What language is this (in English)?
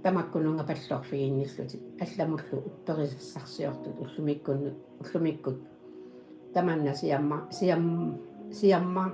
Kalaallisut